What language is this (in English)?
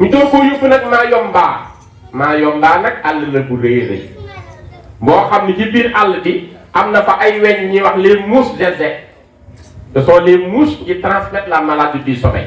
Wolof